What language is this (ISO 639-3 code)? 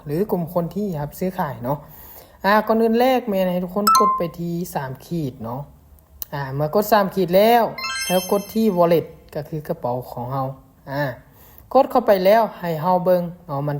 lao